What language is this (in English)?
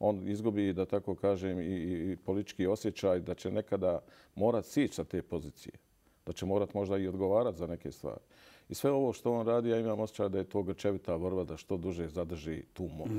Bosnian